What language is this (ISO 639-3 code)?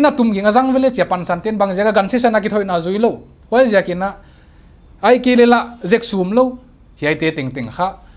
pck